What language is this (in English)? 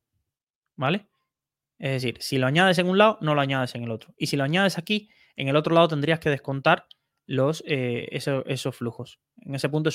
Spanish